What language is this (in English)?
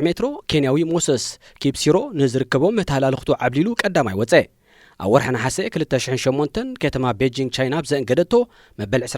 Tigrinya